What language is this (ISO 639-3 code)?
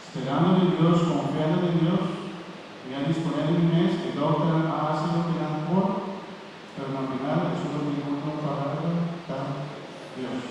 pap